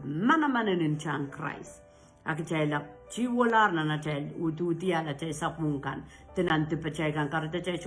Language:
Pohnpeian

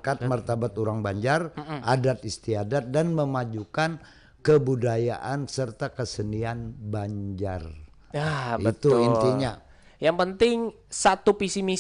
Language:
Banjar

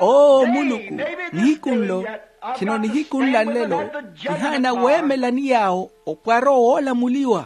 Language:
Makhuwa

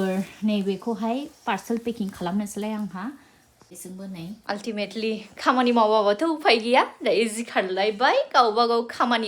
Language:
Bodo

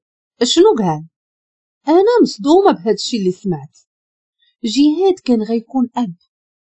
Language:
Moroccan Arabic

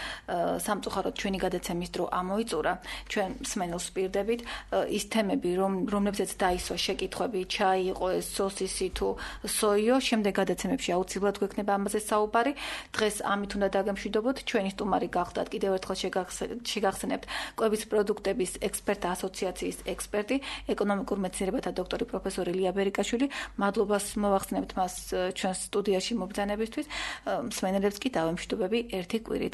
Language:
Georgian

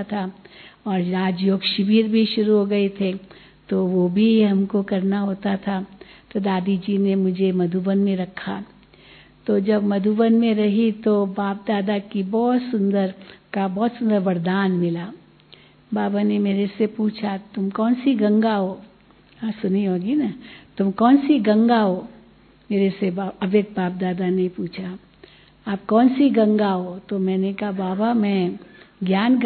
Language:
Hindi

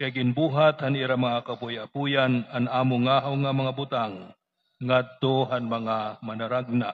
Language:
Waray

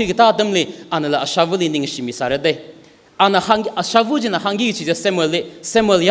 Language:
Tangkhul Naga (India)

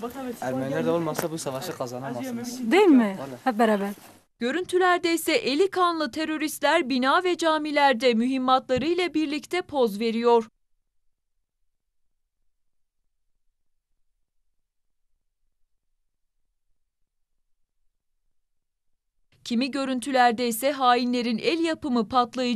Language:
Turkish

